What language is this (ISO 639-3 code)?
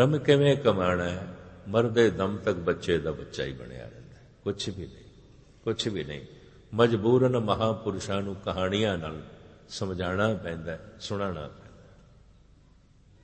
pan